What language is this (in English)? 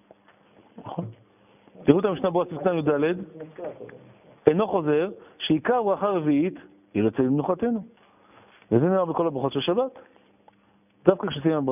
Hebrew